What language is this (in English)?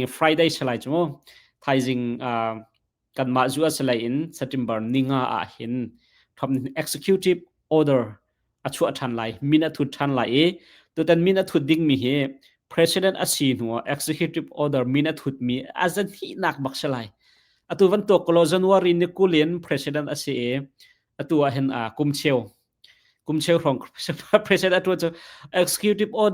Hakha Chin